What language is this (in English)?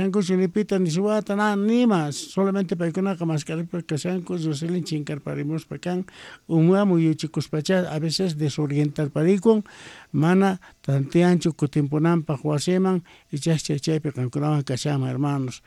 Quechua